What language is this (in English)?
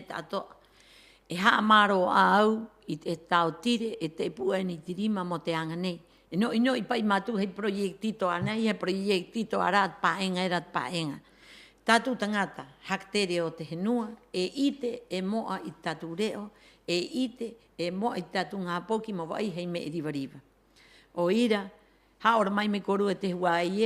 Rapanui